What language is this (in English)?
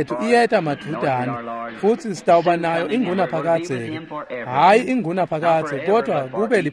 Swati